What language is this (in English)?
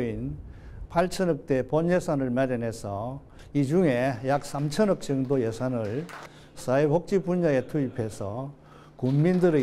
Korean